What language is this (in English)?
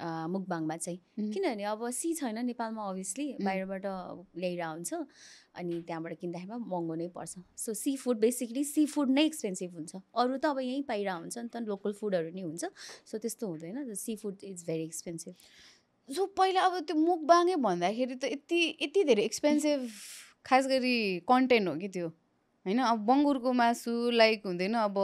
Nepali